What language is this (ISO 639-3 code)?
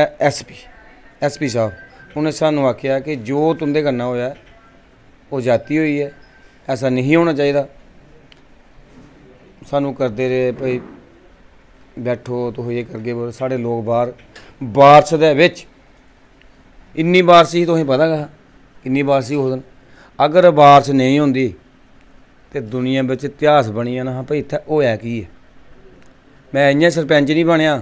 doi